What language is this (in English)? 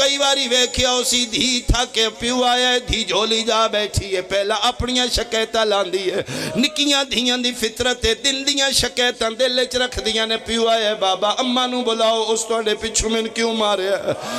Pahari-Potwari